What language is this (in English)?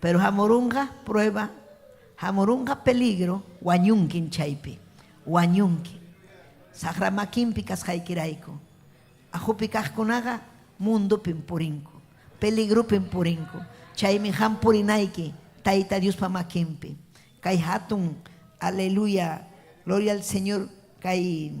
Ayacucho Quechua